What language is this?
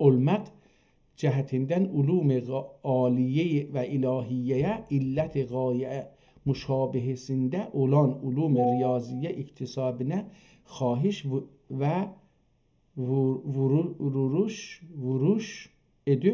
South Azerbaijani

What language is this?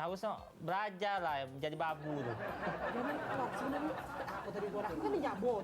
Musi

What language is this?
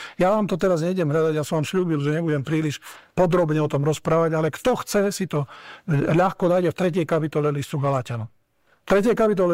Slovak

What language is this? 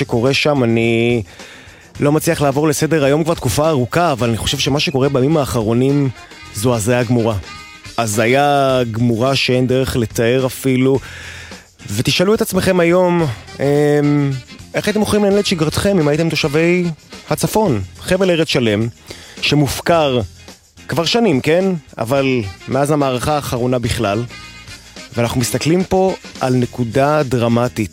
Hebrew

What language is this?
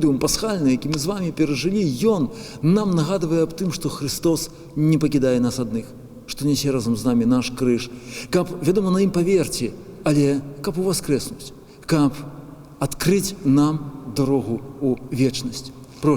Belarusian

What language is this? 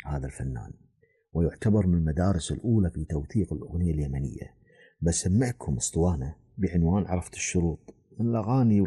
Gulf Arabic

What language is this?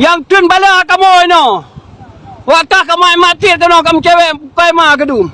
Achinese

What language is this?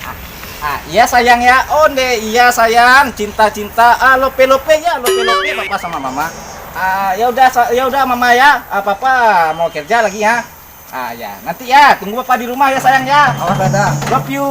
Minangkabau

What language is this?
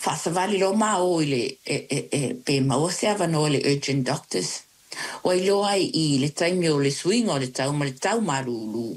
Samoan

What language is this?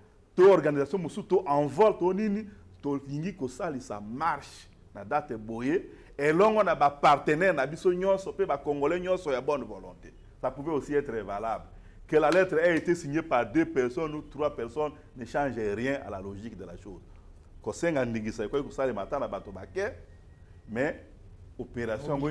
Lingala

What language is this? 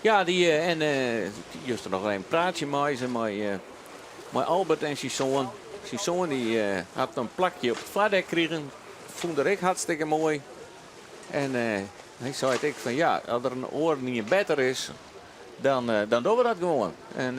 Western Frisian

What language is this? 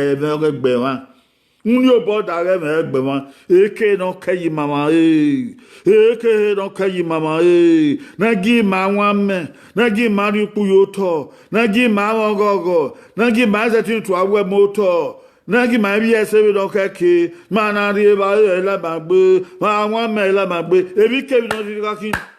Bini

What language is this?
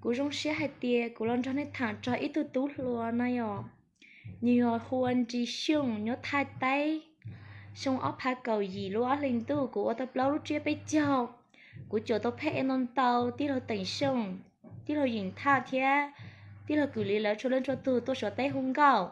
Hmong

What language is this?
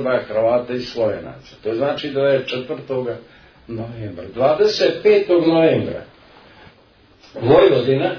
Serbian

